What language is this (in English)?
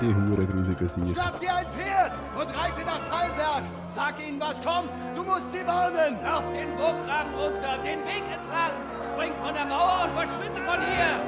Swiss German